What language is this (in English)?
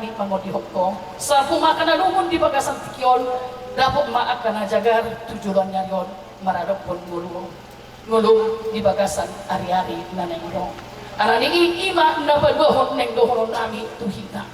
Batak Toba